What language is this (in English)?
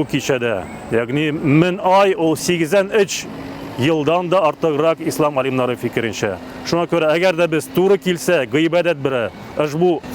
Tatar